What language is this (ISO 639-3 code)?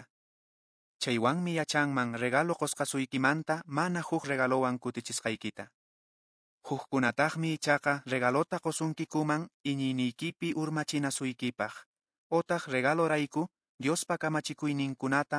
que